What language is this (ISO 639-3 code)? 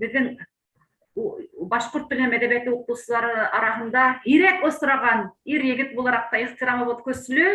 bak